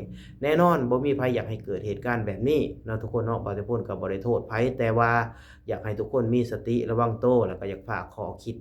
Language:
Lao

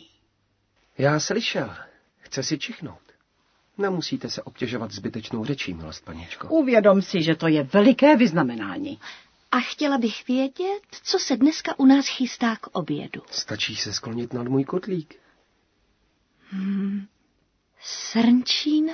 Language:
Czech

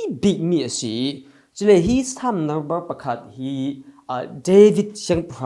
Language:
Falam Chin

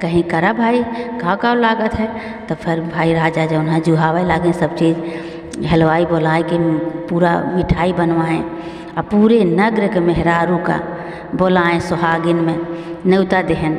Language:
Awadhi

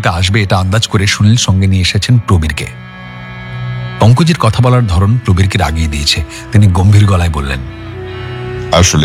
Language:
Bangla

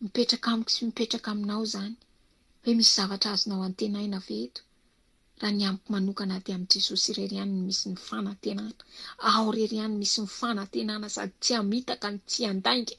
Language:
Malagasy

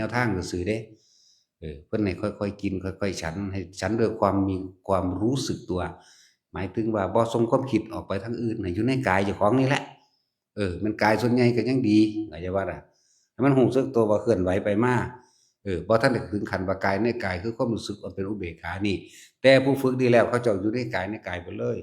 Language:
Northeastern Thai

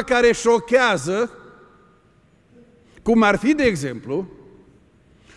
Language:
Romanian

